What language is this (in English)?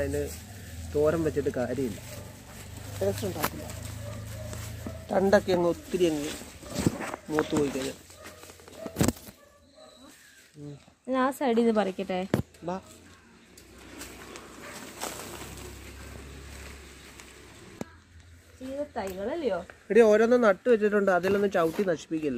Malayalam